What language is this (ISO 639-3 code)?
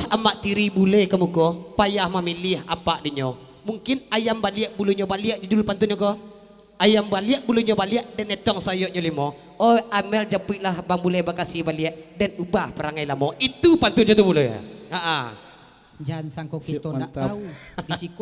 min